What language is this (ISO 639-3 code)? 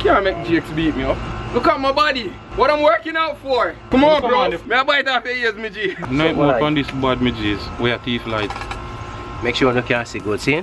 jam